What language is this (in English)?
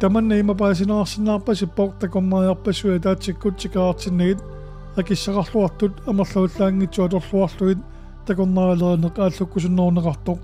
Kalaallisut